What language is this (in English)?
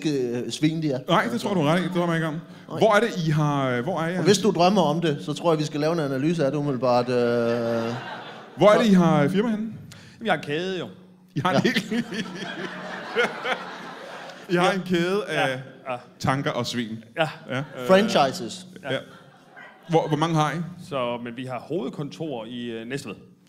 Danish